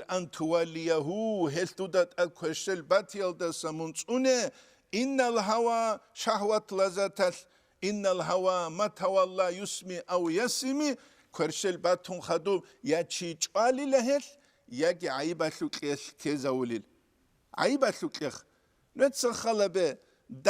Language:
Avaric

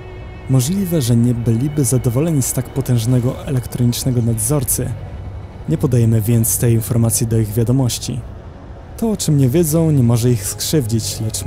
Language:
Polish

